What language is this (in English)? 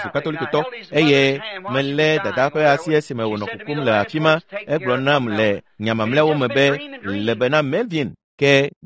Ewe